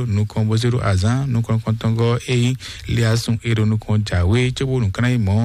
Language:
Fon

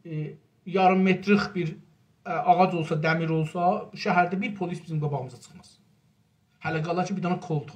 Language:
South Azerbaijani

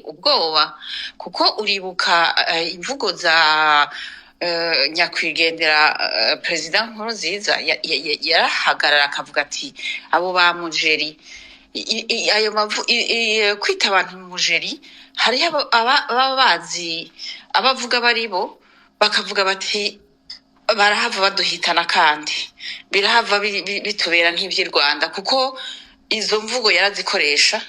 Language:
Rundi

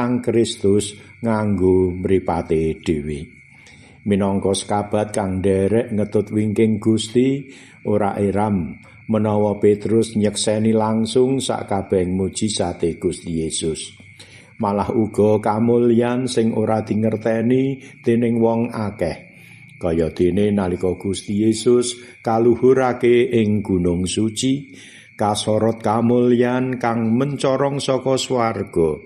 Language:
Javanese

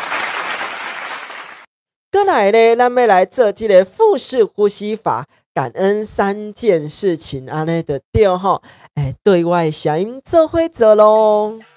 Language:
Min Nan Chinese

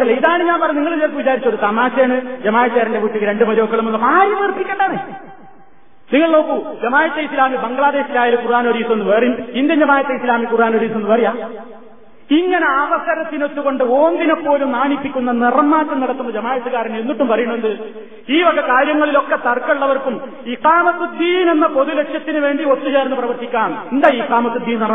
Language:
Malayalam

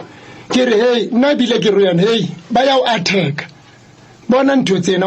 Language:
Southern Sotho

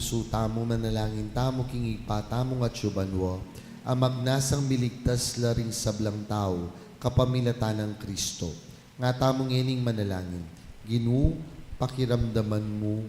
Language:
Pampanga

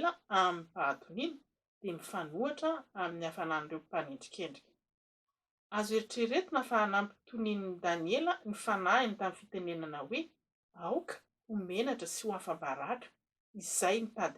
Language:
Malagasy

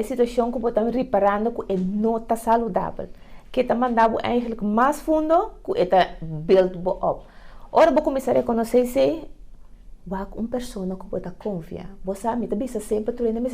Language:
Papiamento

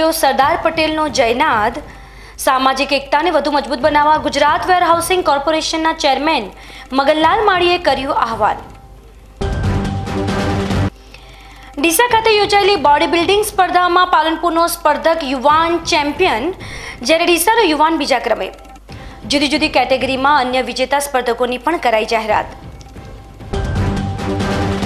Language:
Gujarati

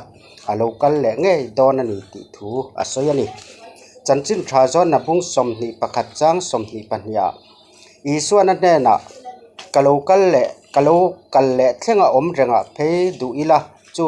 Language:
Mizo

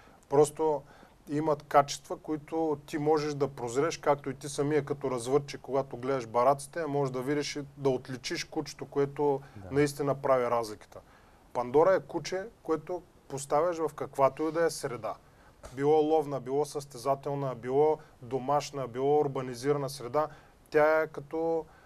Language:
Bulgarian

